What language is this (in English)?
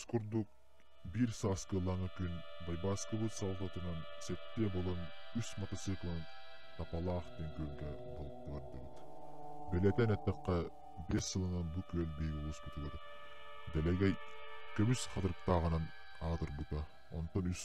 Yakut